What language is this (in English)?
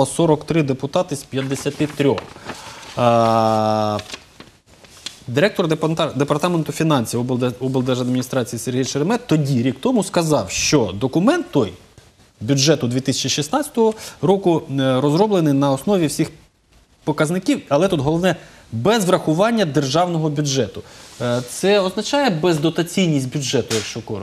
Ukrainian